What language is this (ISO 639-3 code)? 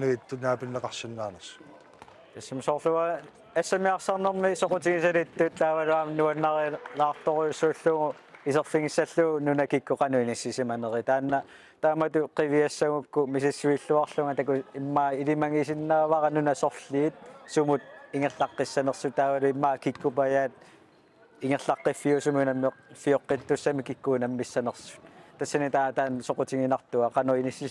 kal